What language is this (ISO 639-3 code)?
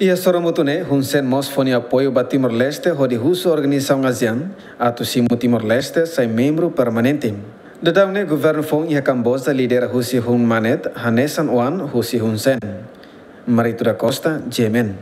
tet